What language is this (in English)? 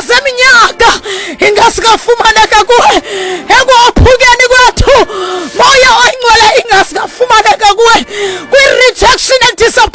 Xhosa